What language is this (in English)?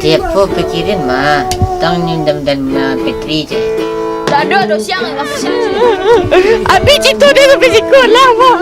Minangkabau